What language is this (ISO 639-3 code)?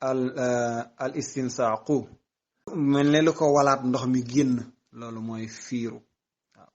wol